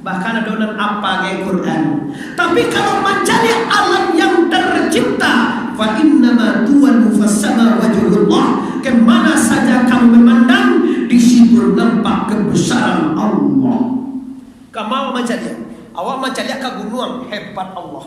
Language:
Minangkabau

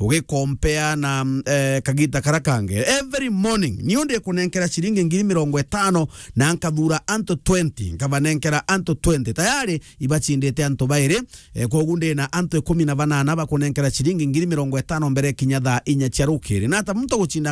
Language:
Meru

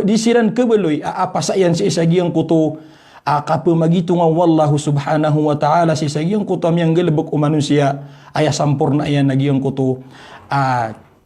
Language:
Maranao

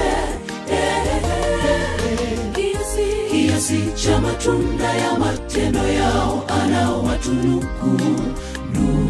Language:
Swahili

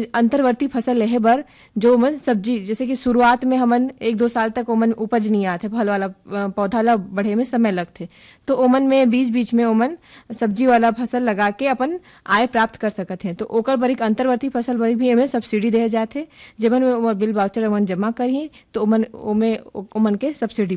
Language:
Chhattisgarhi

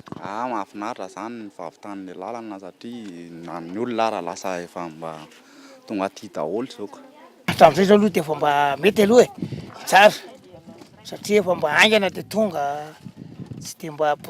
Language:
Malagasy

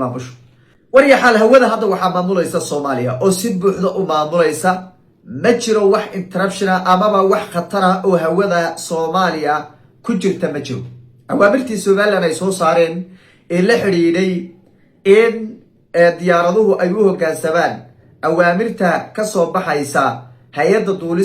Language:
Somali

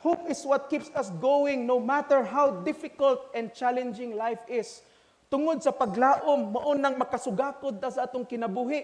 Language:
Cebuano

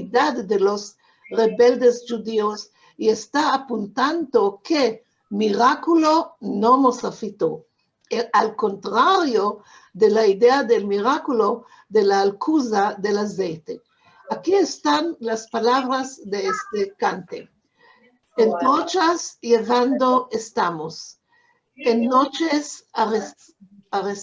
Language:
Ladino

